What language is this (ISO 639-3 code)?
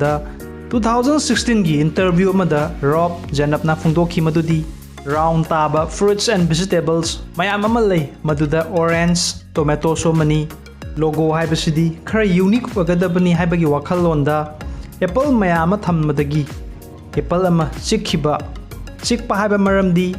mni